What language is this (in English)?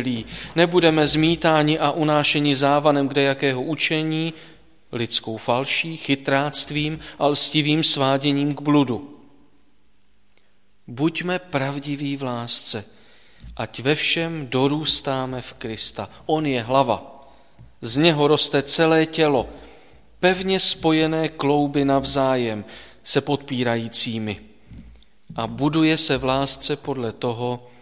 Czech